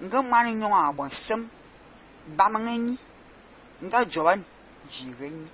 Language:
Fang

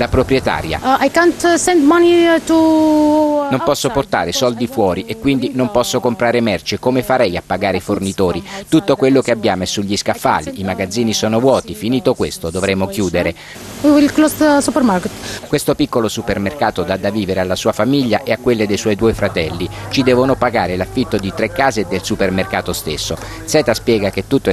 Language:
Italian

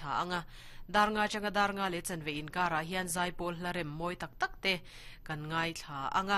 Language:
Mizo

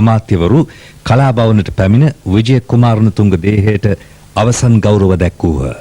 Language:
Sinhala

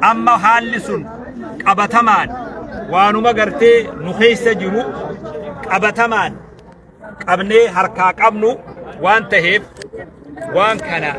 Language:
Oromo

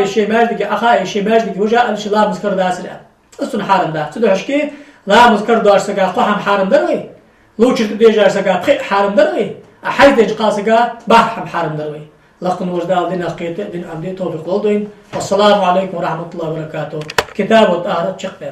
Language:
Ingush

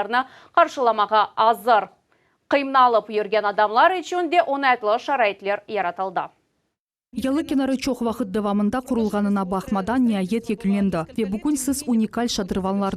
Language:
Crimean Tatar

